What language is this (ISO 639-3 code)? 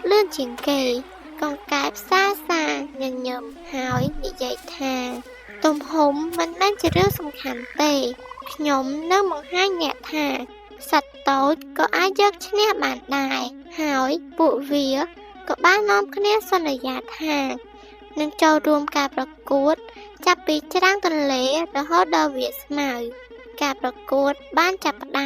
khm